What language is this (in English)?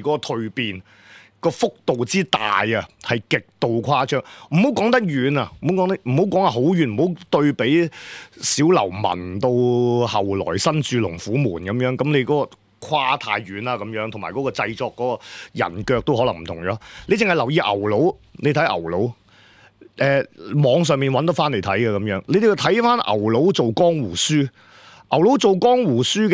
Cantonese